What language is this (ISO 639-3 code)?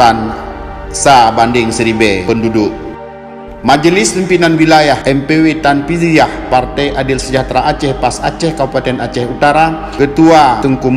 ace